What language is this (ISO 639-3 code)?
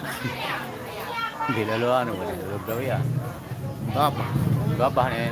sas